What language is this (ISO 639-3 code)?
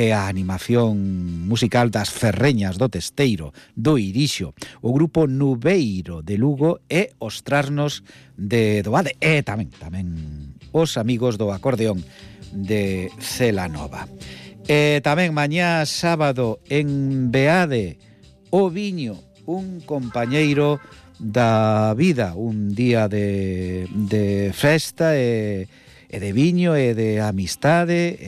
glg